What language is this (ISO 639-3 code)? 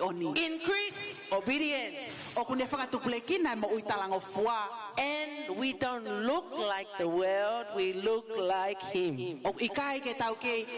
ton